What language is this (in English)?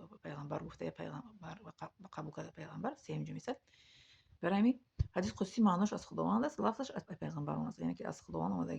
Tajik